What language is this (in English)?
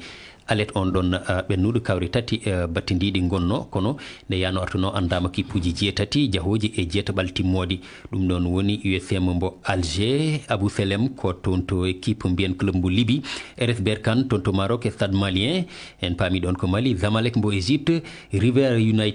Fula